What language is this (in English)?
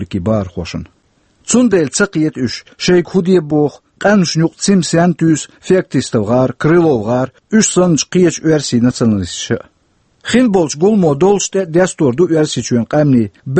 Chechen